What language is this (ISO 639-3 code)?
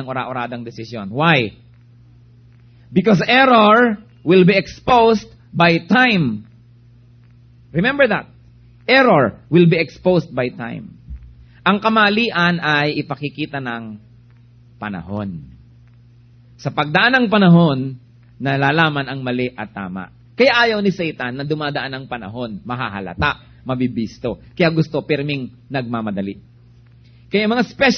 fil